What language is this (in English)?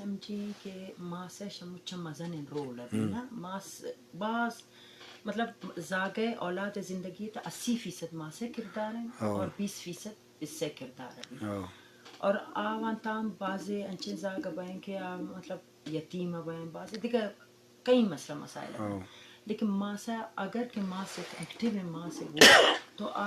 Eastern Balochi